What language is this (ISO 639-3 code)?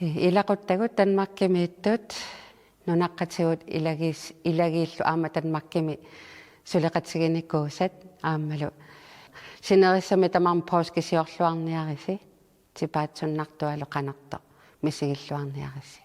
kal